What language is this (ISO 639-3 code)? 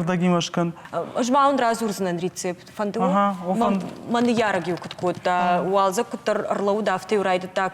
oss